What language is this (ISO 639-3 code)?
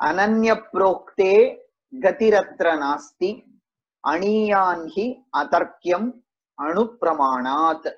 san